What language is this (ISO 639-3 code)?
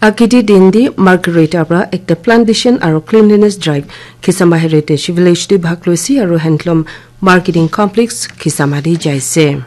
nag